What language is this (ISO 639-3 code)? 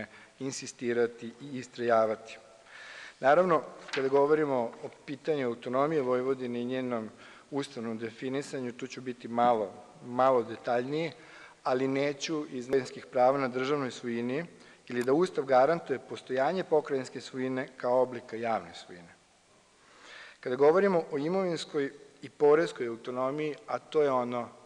srp